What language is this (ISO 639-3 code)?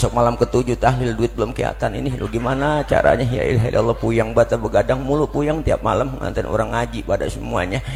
bew